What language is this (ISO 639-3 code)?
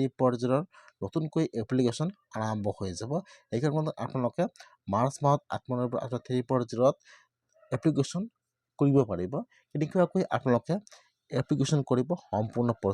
asm